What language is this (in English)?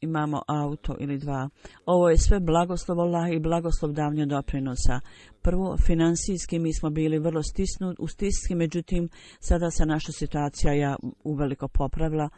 Bosnian